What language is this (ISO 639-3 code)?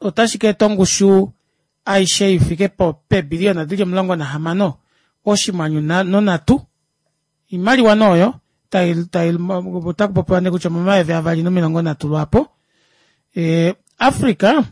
kua